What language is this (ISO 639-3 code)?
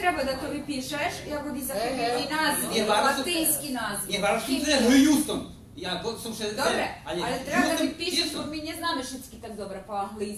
rue